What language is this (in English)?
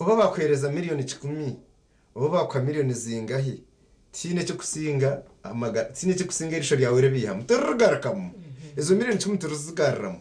Nyankole